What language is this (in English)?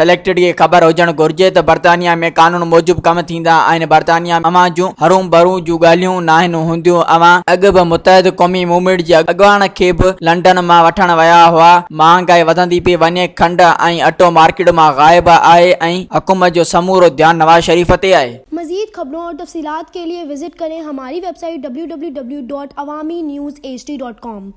Sindhi